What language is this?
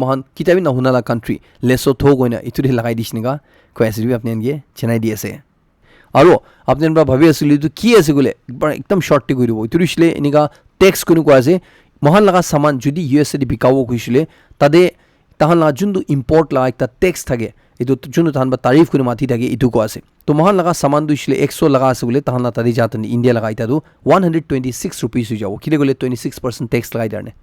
Naga Pidgin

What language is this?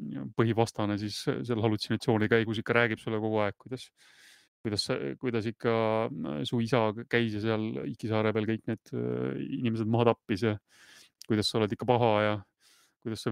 Estonian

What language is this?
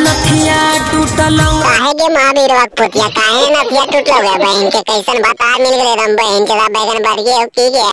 Magahi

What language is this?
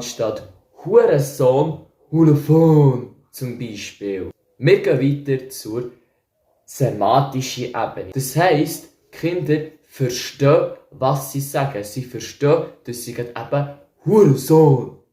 Swiss German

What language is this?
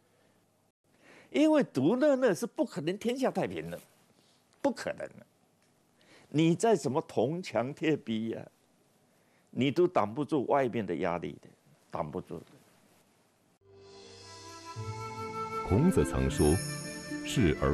Chinese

